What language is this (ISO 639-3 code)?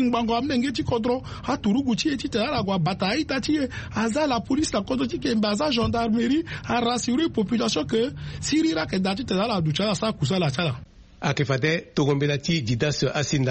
sag